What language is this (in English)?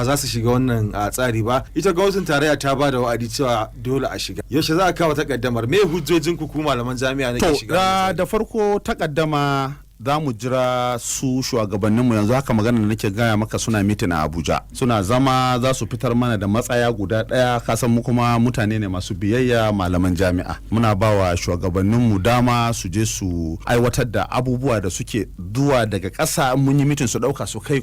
Hausa